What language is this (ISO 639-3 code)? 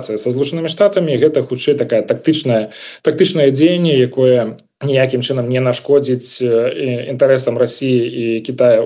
bel